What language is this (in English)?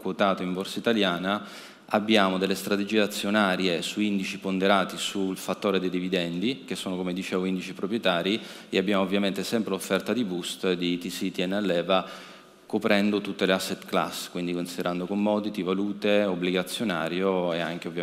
Italian